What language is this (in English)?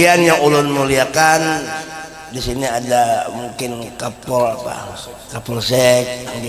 Banjar